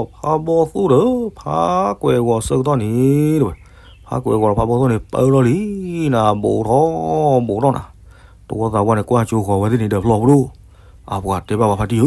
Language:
S'gaw Karen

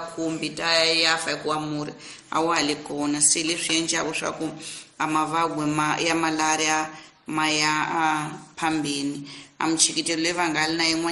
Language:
Tsonga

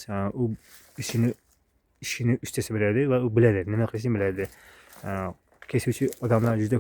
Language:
Uzbek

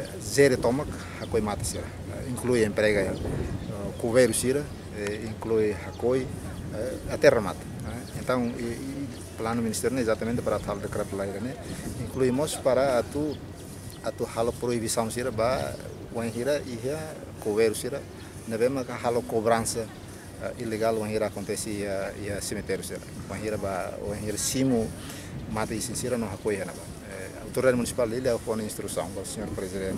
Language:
Tetum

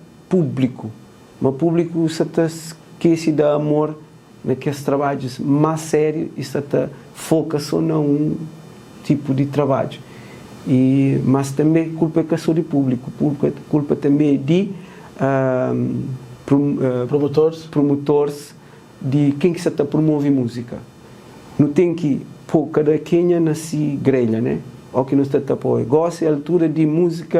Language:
Kabuverdianu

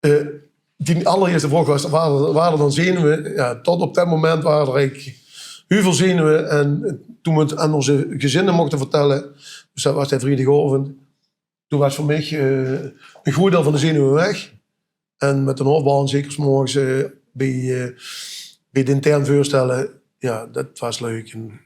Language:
Limburgish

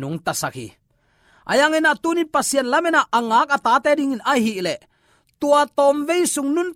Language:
Tedim Chin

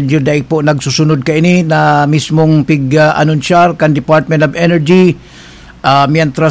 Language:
Bikol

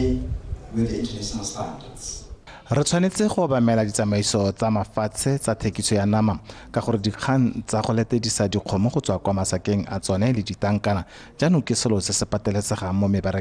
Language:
Tswana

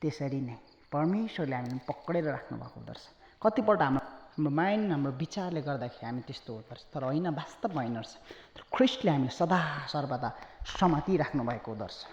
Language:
Nepali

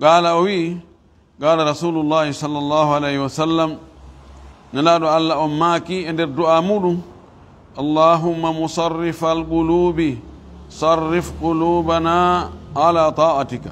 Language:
Fula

